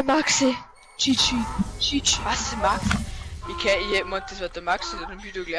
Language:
Bavarian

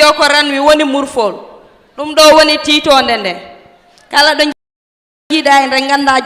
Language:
Fula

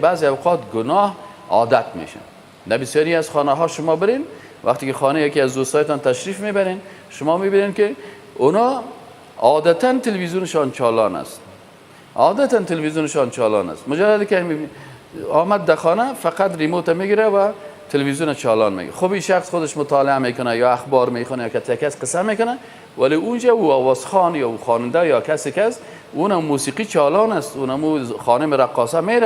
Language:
Persian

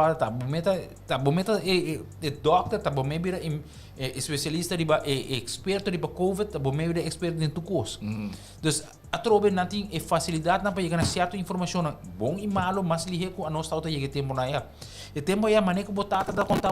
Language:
Papiamento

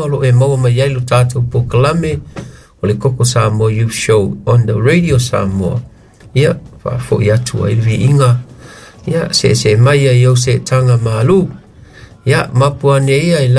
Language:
Samoan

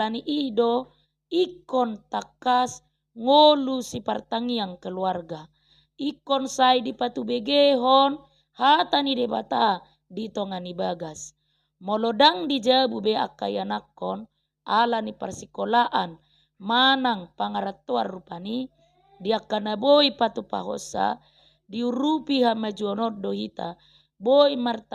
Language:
Batak Toba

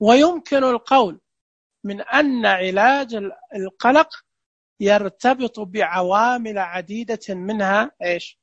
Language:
Najdi Arabic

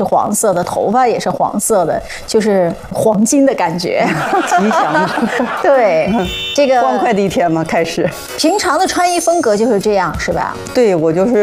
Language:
Chinese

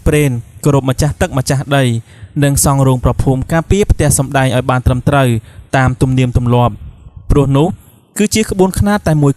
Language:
Khmer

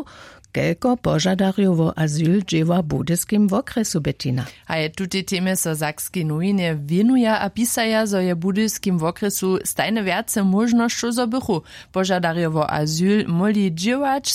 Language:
Upper Sorbian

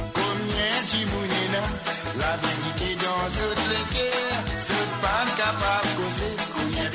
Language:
Morisyen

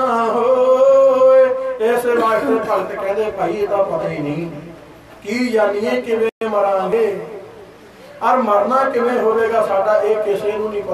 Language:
Punjabi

